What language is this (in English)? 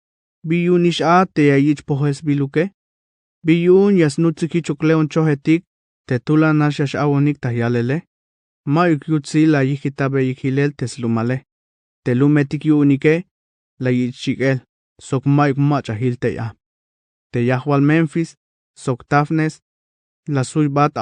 Tzeltal